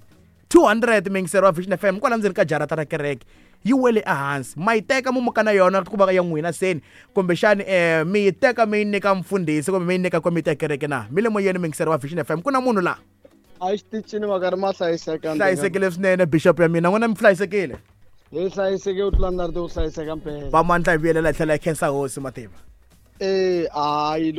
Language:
Tsonga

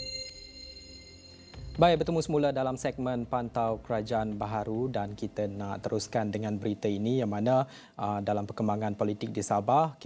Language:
Malay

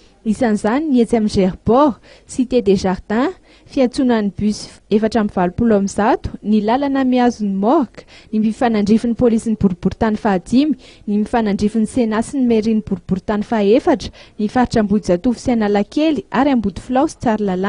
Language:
Malagasy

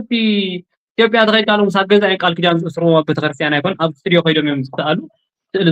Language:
Tigrinya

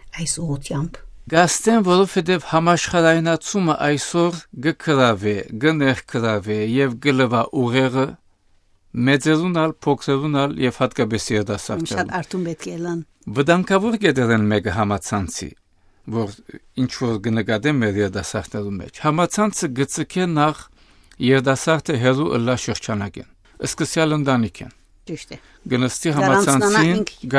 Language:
Western Armenian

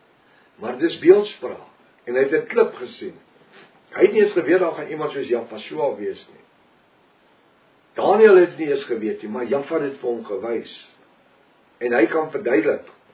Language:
Afrikaans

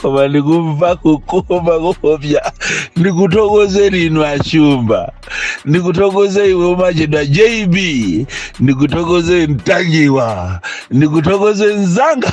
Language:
Nyanja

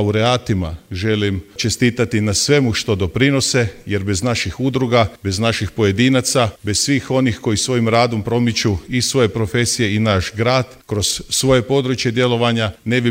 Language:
Croatian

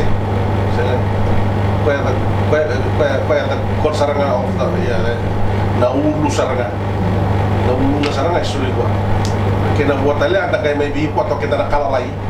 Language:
Fijian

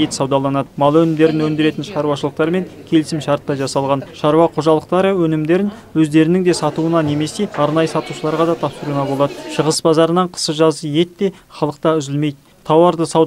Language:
Kazakh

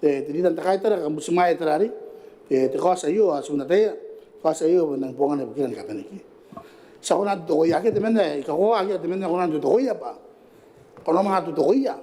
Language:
Gilbertese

